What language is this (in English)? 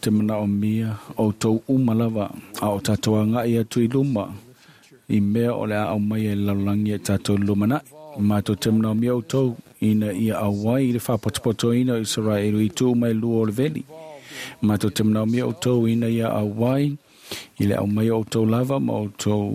Samoan